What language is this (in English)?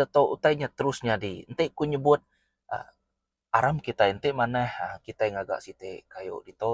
Iban